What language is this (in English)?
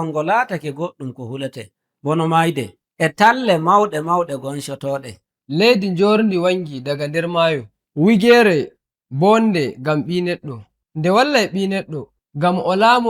Nigerian Fulfulde